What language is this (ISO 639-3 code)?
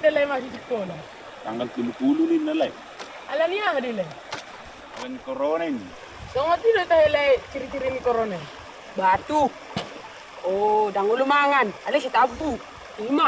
bbc